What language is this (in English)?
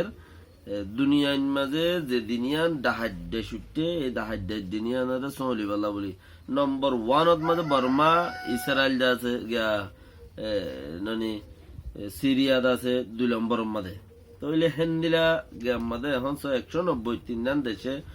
Rohingya